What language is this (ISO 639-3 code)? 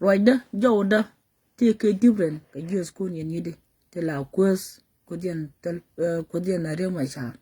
nus